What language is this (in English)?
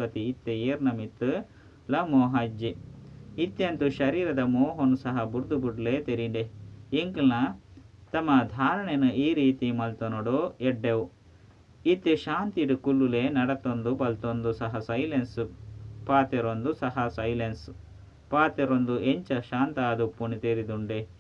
Tulu